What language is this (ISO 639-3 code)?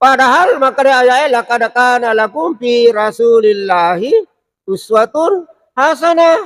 bug